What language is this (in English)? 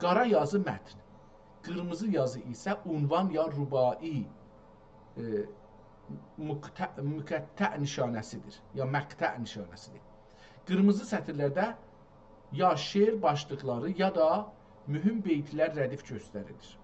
South Azerbaijani